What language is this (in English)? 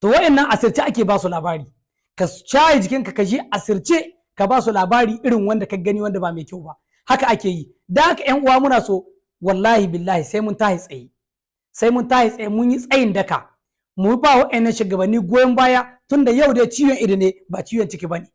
Hausa